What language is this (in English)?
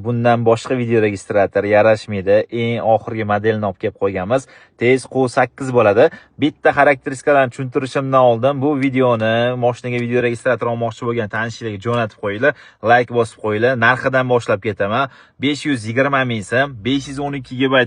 Uzbek